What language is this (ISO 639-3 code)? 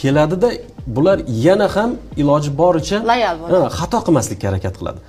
uzb